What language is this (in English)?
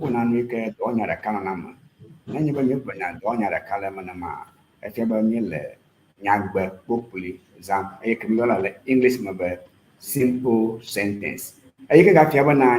Ewe